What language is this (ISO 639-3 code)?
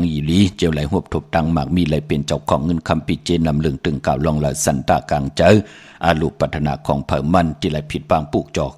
shn